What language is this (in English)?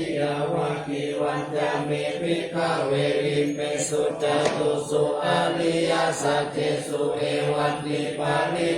Pali